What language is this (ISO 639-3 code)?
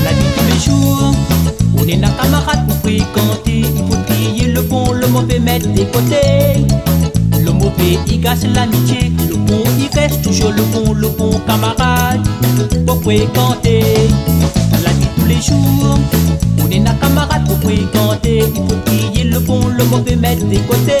rcf